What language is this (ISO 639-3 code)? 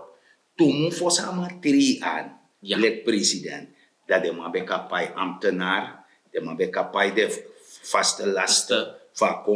srn